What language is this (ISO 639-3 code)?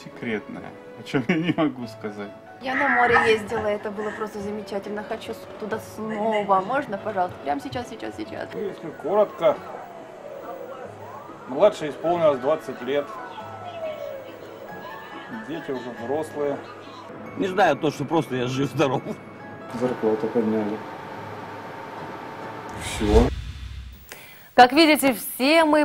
rus